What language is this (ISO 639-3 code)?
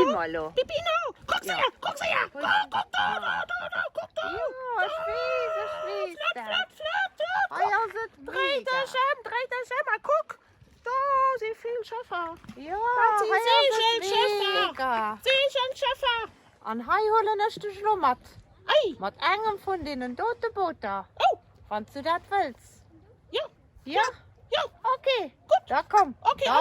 ltz